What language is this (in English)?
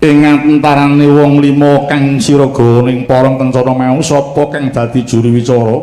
Javanese